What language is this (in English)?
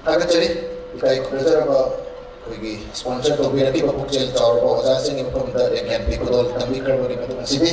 Manipuri